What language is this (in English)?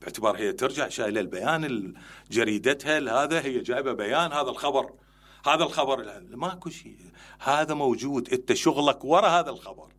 Mesopotamian Arabic